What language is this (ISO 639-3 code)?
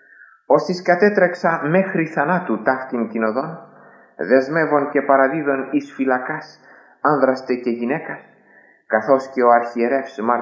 ell